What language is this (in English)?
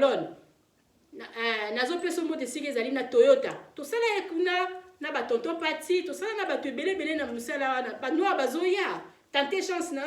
Lingala